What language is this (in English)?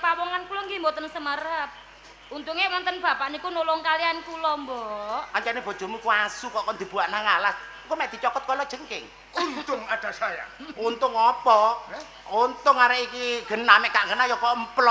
Javanese